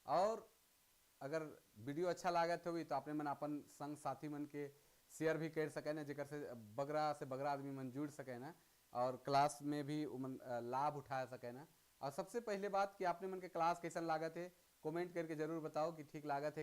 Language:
Sadri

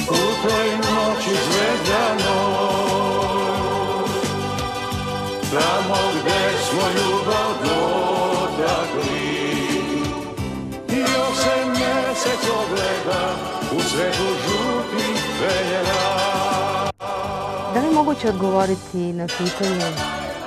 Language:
Serbian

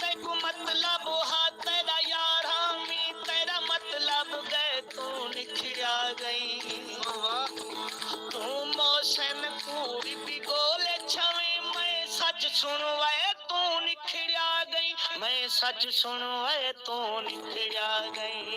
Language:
Saraiki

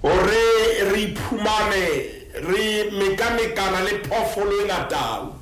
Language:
Southern Sotho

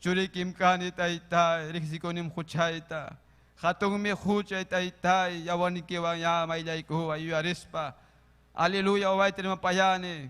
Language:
Ayacucho Quechua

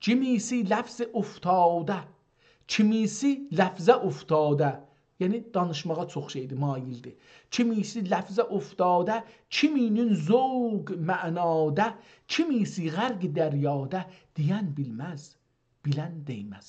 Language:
South Azerbaijani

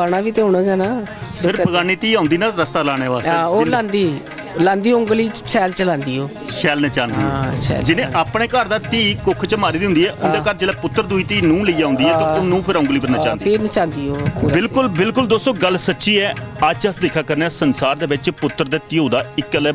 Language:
Dogri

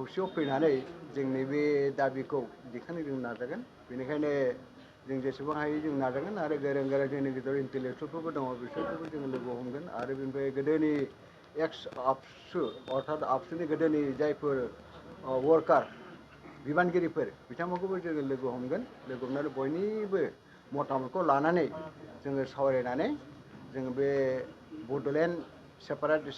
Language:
Bodo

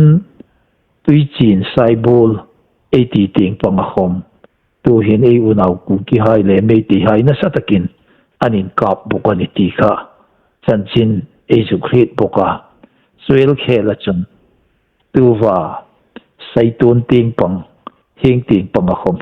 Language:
Hmar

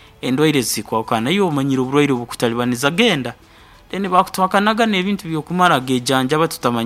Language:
Nyoro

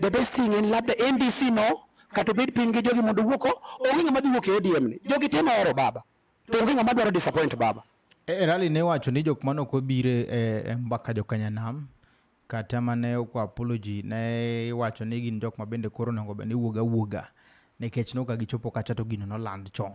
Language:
Luo (Kenya and Tanzania)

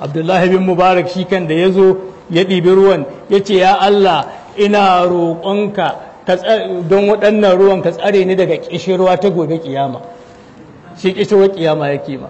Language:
Hausa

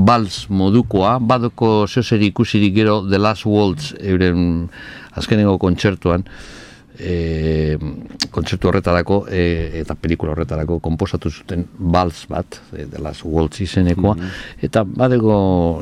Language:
Basque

